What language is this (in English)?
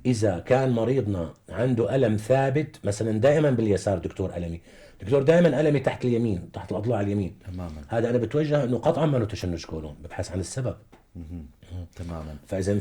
North Levantine Arabic